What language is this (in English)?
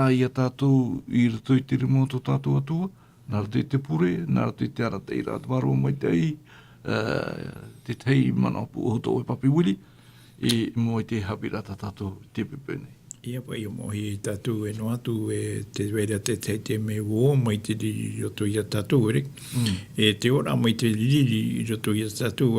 Tahitian